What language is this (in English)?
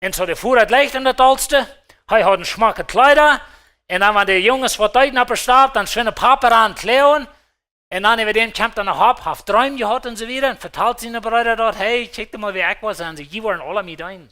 Plautdietsch